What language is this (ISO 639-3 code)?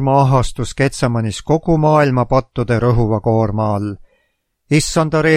est